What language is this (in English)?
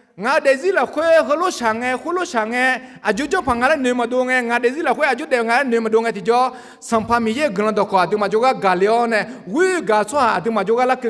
Akha